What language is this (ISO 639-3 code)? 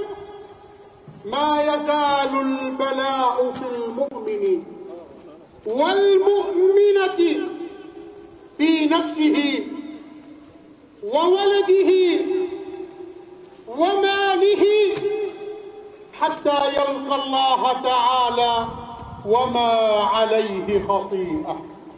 ara